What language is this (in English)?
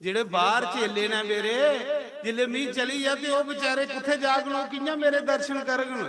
Dogri